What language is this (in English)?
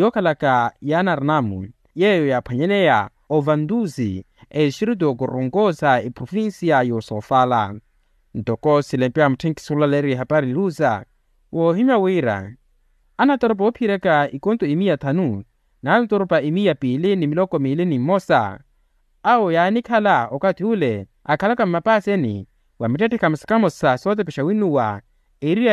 Makhuwa